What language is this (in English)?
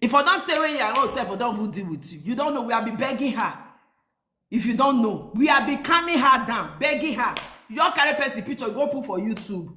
Nigerian Pidgin